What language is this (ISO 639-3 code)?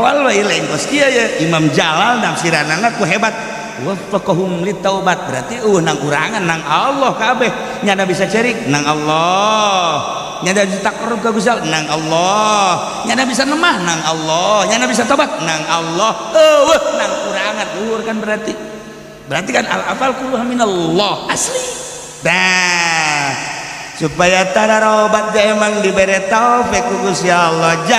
sun